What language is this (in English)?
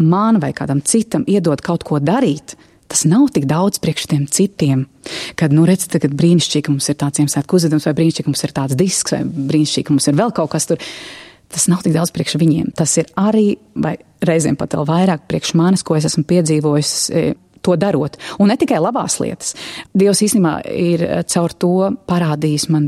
Latvian